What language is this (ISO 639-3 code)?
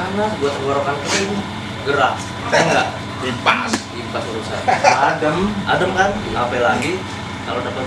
bew